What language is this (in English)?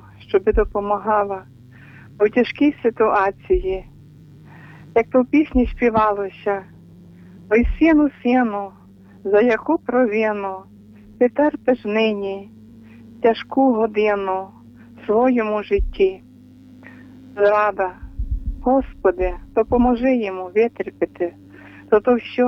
Ukrainian